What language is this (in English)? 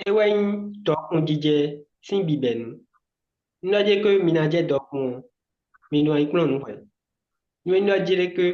Fon